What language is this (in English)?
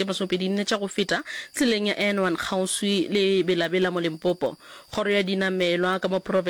Northern Sotho